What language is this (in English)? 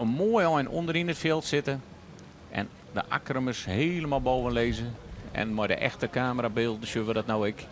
Western Frisian